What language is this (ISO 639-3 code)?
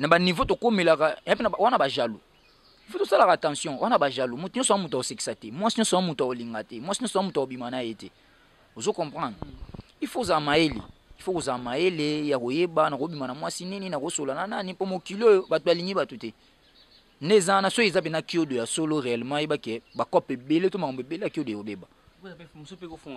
lin